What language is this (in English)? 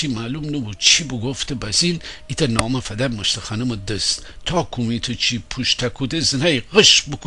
Gilaki